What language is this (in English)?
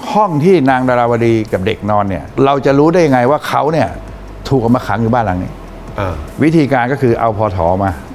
Thai